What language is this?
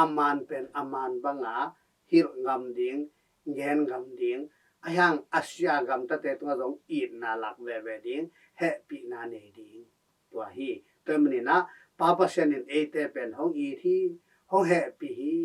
Tedim Chin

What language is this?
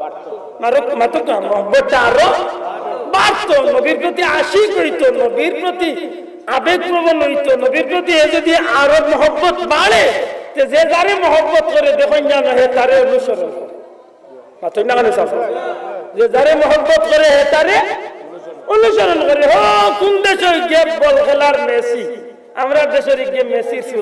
Sylheti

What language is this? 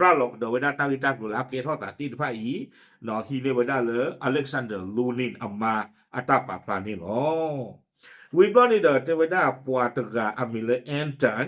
S'gaw Karen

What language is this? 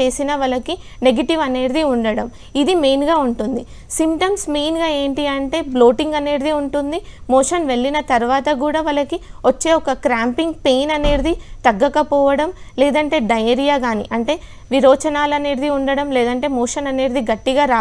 Telugu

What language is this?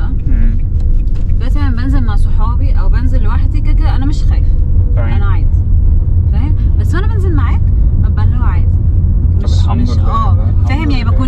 Egyptian Arabic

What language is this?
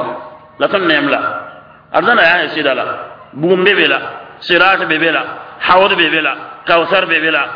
Mossi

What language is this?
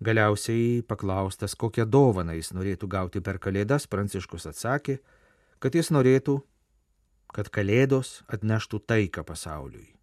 Lithuanian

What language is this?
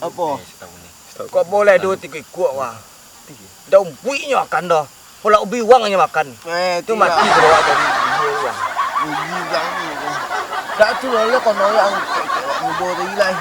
Minangkabau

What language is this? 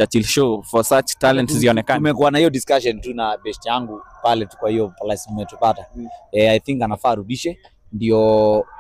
Swahili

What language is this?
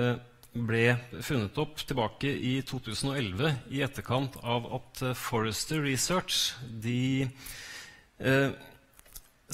Norwegian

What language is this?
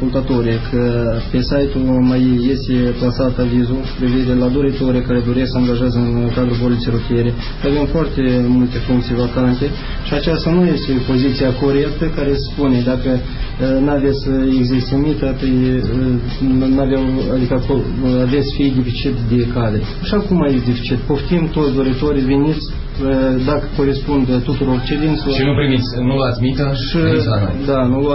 Romanian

